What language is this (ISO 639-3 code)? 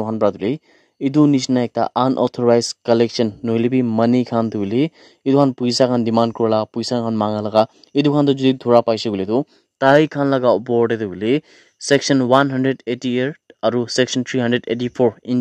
nag